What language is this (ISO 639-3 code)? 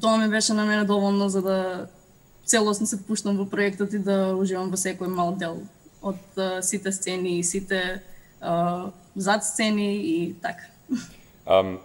mkd